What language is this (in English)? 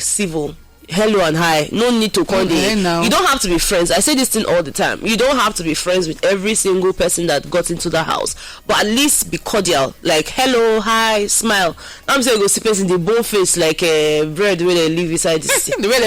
Nigerian Pidgin